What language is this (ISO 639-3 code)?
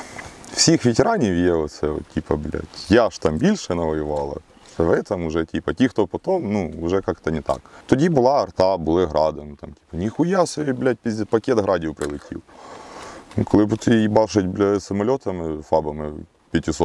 ukr